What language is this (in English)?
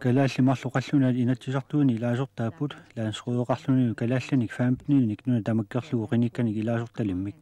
Kalaallisut